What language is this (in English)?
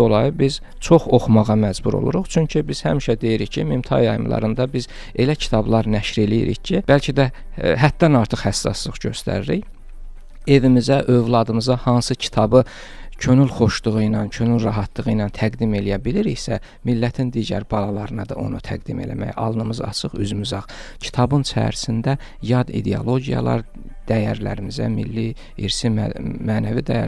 Azerbaijani